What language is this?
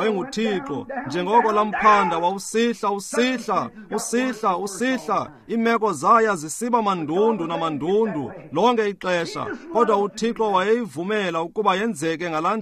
Xhosa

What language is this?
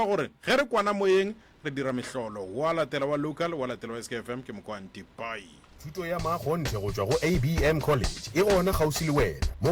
Northern Sotho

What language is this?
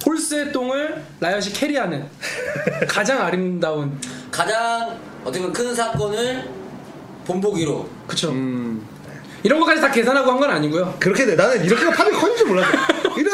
Korean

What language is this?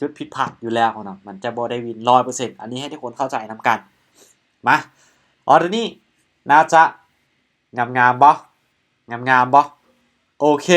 Lao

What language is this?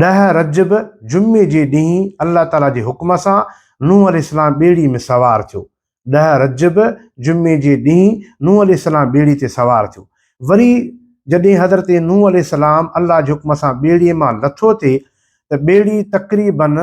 Sindhi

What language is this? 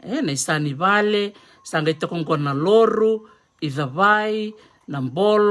Fijian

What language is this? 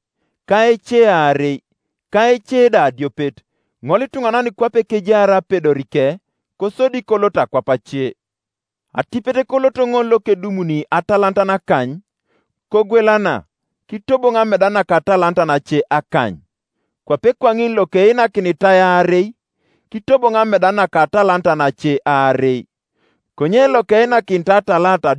Teso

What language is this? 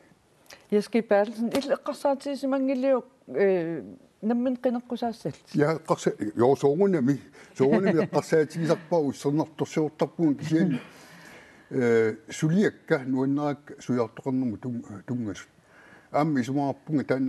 Kalaallisut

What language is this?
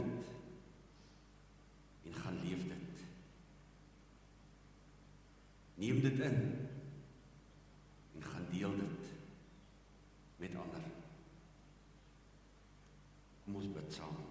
Afrikaans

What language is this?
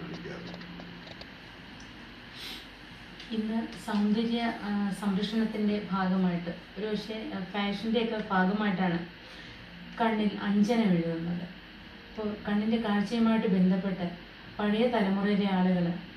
Malayalam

